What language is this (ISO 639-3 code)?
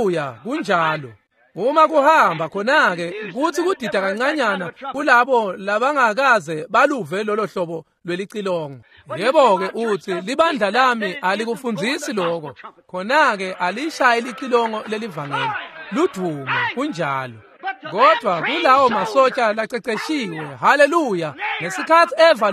ssw